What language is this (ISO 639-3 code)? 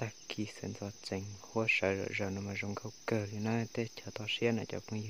hmn